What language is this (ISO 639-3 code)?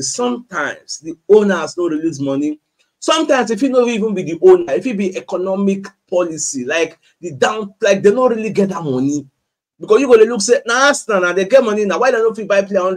pcm